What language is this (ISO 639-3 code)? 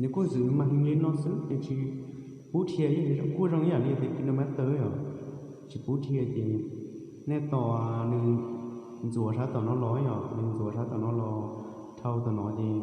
hmn